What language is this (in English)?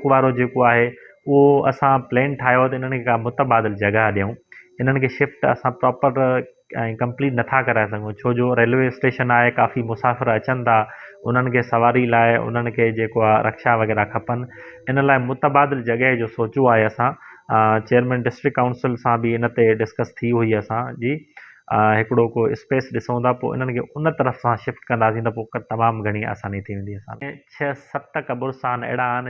Sindhi